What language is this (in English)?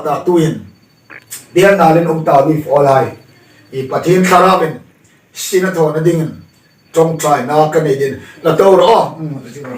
Hmar